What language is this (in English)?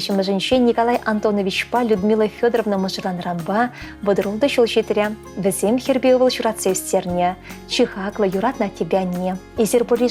Chuvash